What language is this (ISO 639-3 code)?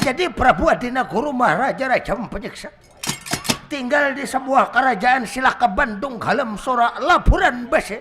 bjn